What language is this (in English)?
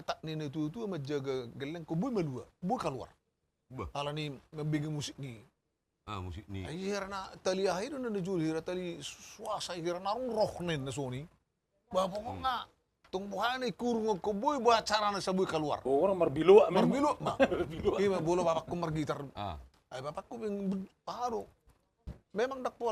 Batak Toba